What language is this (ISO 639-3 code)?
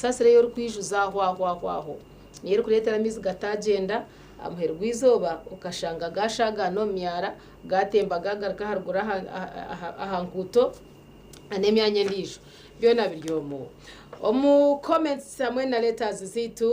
nyn